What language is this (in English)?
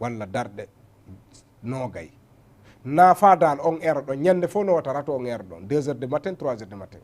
Fula